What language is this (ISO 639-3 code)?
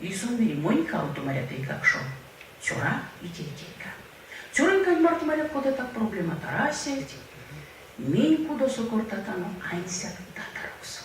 myv